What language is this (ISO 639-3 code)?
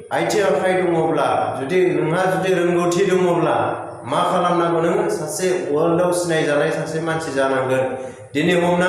brx